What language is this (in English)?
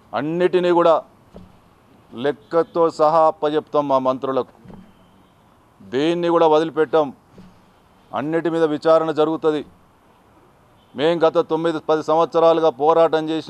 Telugu